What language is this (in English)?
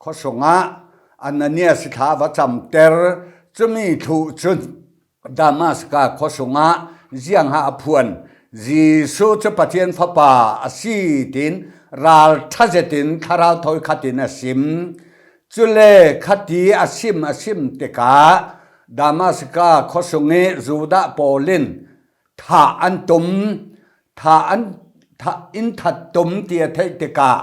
Falam Chin